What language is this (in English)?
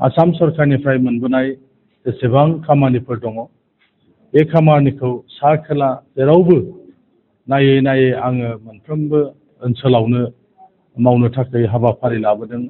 Bodo